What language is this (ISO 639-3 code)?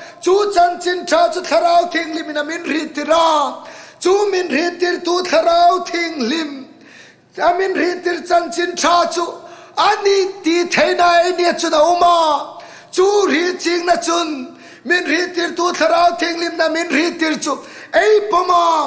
hmr